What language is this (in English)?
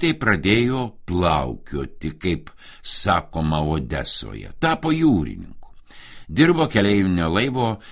Lithuanian